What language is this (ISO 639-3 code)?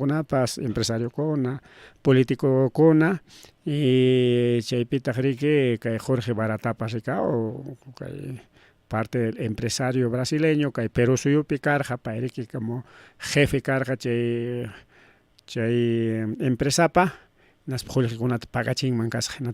quy